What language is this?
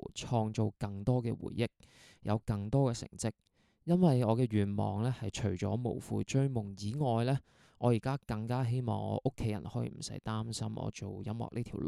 Cantonese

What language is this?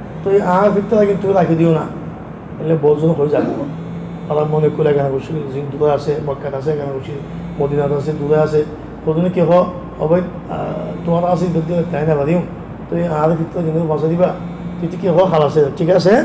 Rohingya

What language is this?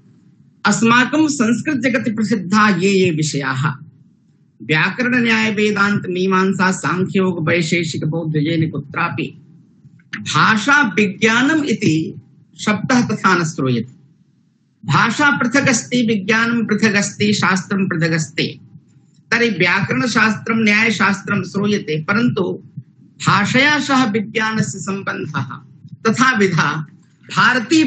Sanskrit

